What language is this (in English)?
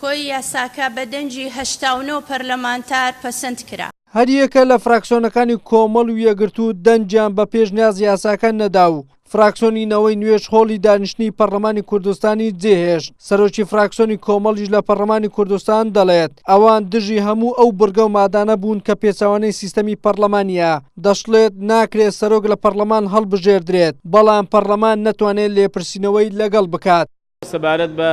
Central Kurdish